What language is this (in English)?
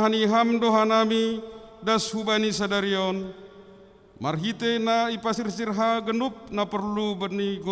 Batak Simalungun